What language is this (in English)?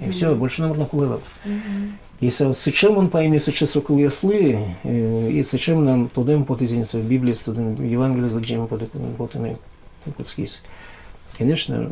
Udmurt